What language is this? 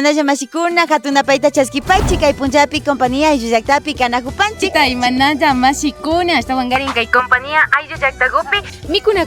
Imbabura Highland Quichua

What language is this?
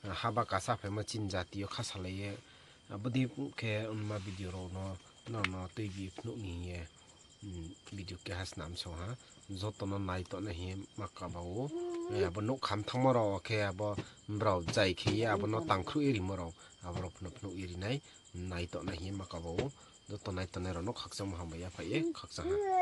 Riang (India)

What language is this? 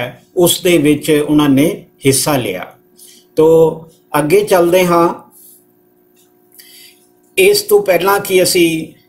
Punjabi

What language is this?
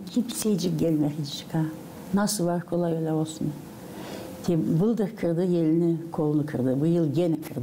Gagauz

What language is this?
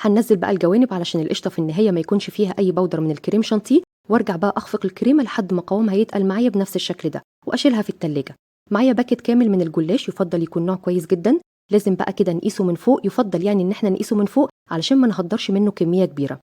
Egyptian Arabic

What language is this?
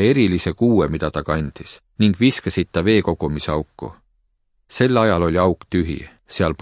Estonian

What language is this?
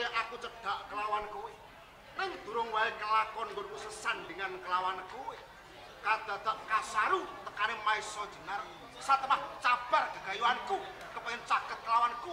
Javanese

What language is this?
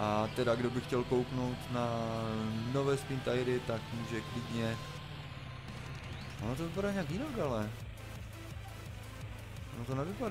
Czech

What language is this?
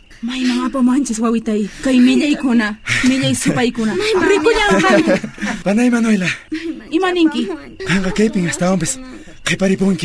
South Bolivian Quechua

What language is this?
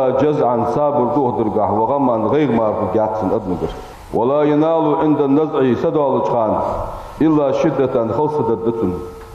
Ingush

